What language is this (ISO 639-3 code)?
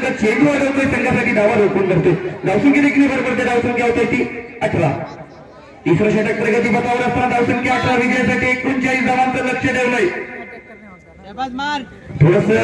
mar